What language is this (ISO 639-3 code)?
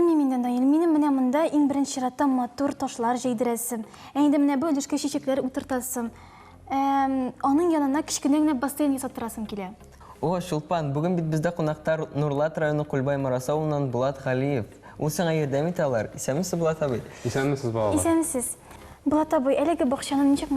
tat